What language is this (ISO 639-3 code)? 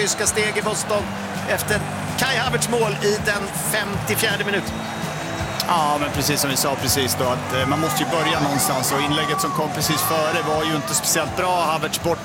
swe